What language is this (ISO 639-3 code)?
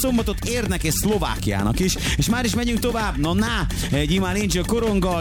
hun